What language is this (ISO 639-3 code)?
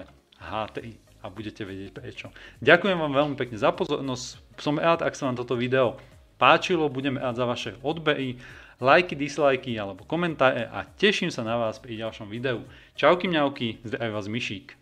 slk